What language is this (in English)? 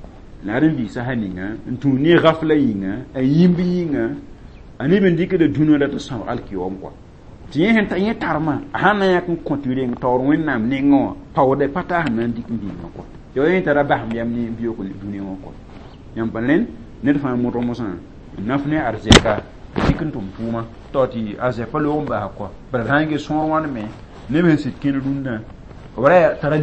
Mossi